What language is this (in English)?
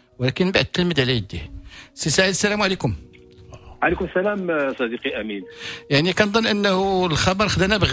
Moroccan Arabic